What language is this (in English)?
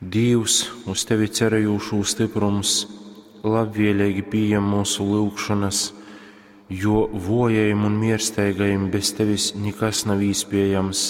Latgalian